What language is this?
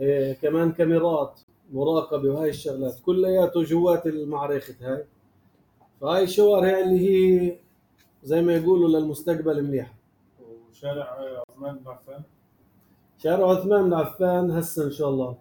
North Levantine Arabic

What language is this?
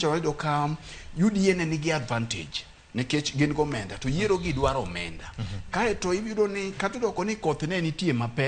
Luo (Kenya and Tanzania)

